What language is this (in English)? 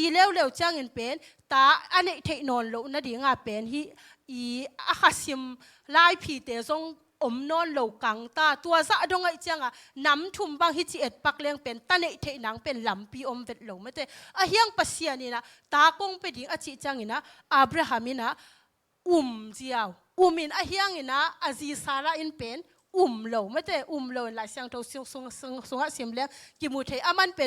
Tedim Chin